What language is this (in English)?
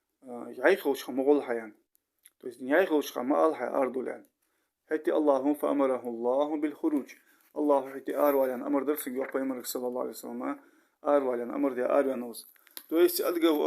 Ingush